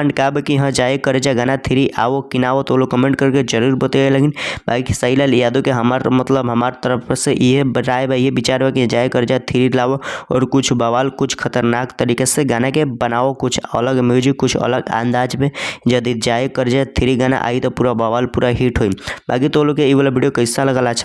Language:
Bhojpuri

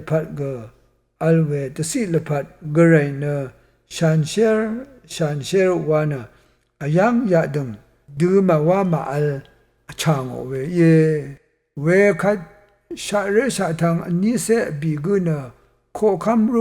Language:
Rawang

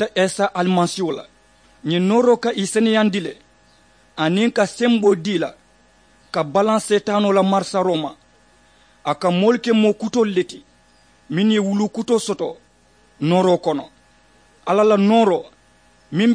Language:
Mandingo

